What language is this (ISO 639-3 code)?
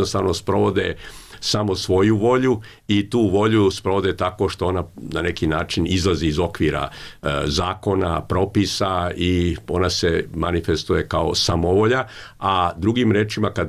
srp